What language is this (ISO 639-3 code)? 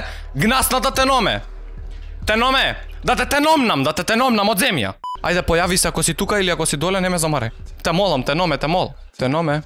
mkd